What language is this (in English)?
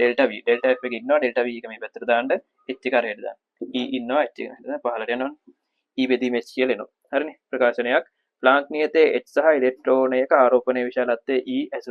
Sinhala